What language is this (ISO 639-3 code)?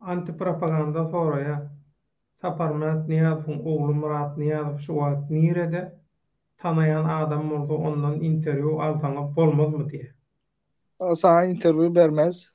tuk